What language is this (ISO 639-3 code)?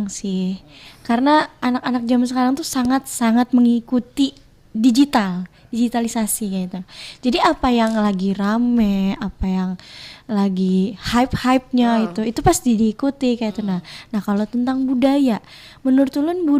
bjn